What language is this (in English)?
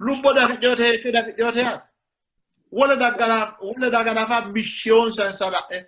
Sidamo